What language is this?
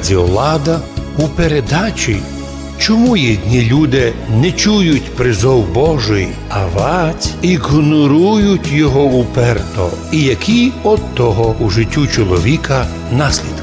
Rusyn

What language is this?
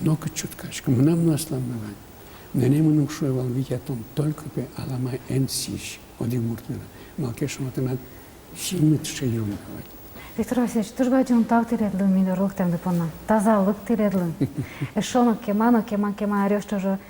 Udmurt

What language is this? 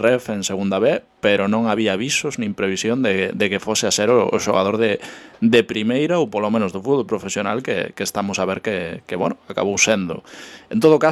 Galician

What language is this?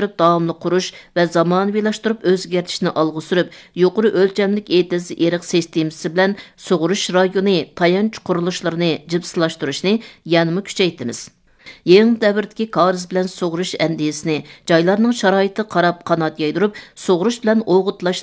Uyghur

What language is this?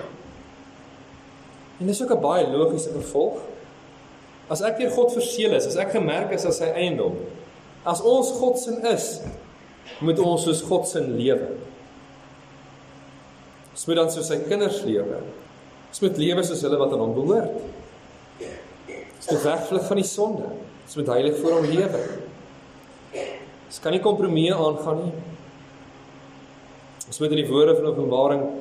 Afrikaans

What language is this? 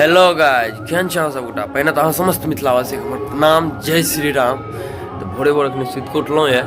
Maithili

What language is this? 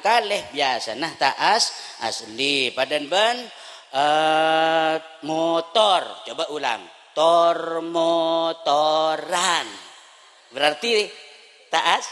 Madurese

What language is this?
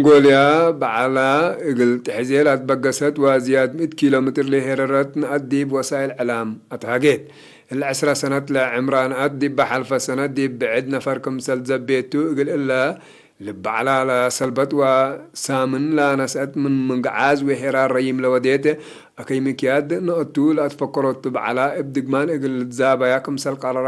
Tigre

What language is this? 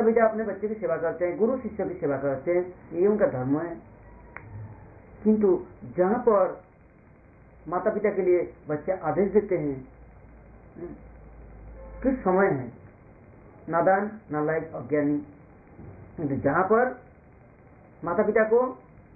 Hindi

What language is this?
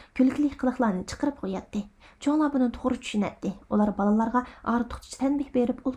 Uyghur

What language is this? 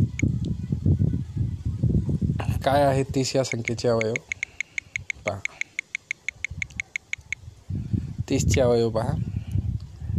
Marathi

